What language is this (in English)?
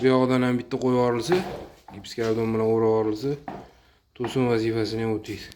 Uzbek